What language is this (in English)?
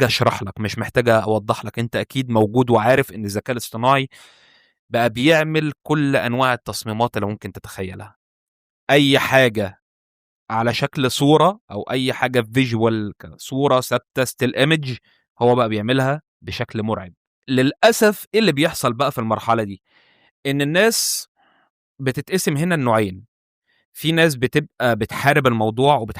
Egyptian Arabic